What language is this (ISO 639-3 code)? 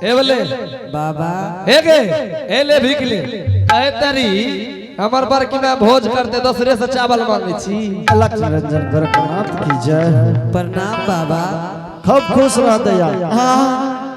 anp